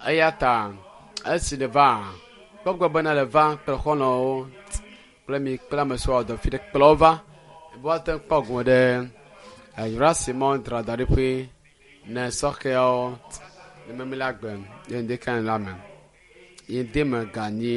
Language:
Ewe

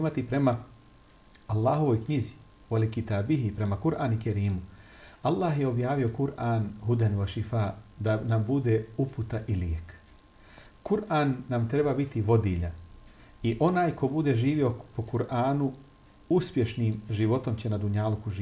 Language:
Bosnian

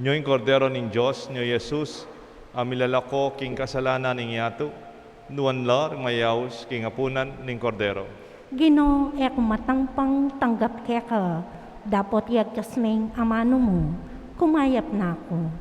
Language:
Pampanga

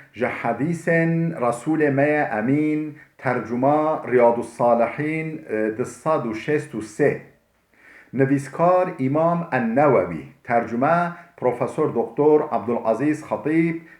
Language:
Kurdish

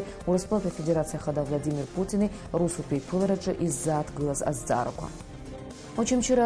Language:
Abkhazian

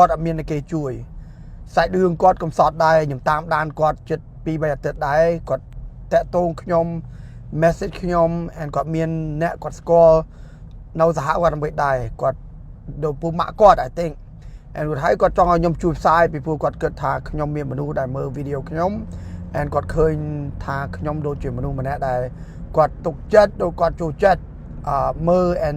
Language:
Khmer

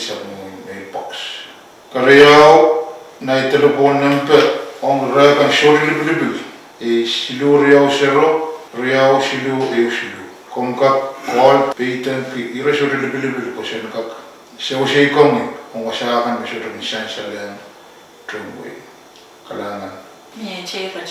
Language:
Pohnpeian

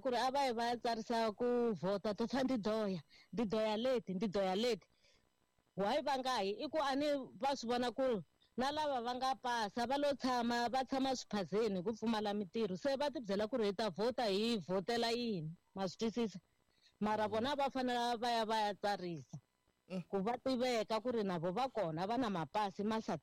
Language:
Tsonga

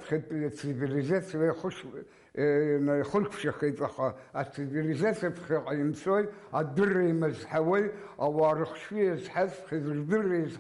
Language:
Abkhazian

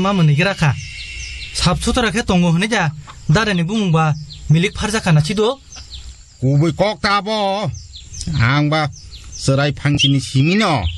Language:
Kok Borok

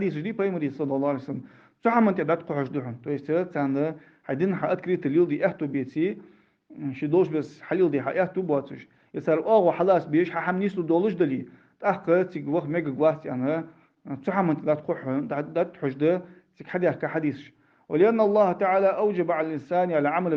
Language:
Ingush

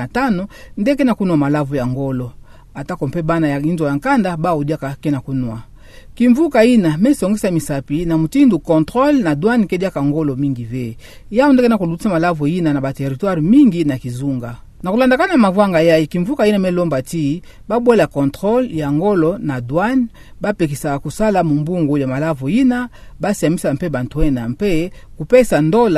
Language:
Kituba (Democratic Republic of Congo)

